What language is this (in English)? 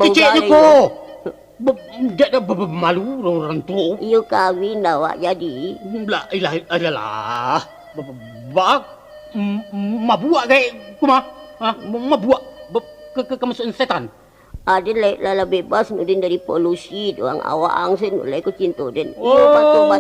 Minangkabau